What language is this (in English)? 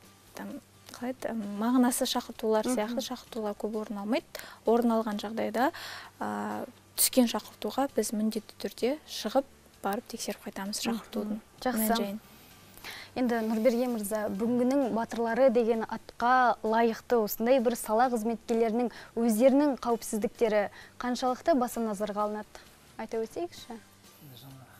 Kazakh